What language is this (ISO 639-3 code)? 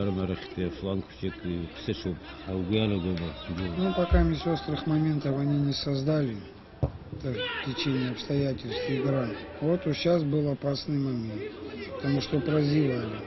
abk